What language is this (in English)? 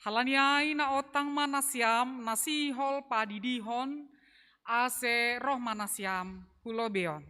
Batak Simalungun